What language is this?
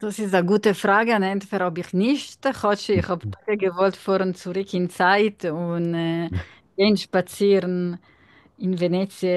Yiddish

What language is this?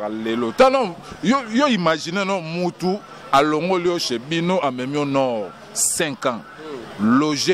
Lingala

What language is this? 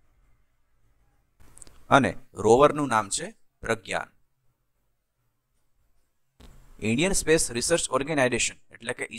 Gujarati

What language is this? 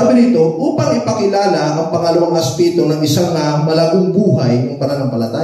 Filipino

